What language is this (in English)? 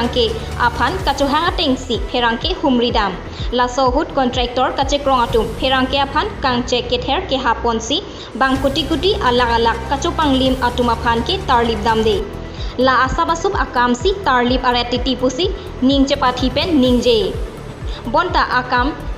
Karbi